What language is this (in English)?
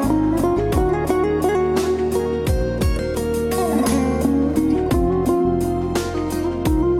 Kazakh